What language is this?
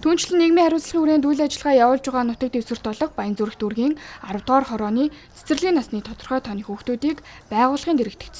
Mongolian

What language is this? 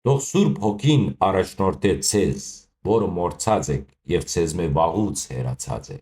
Western Armenian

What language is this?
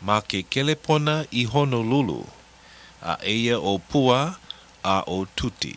Hawaiian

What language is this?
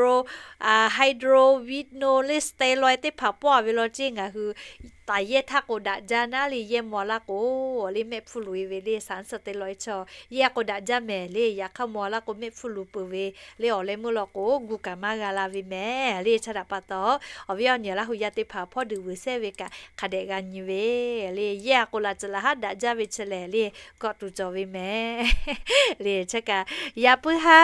Lahu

